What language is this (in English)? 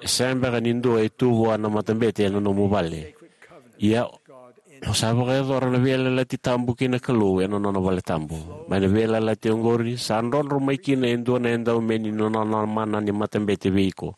Fijian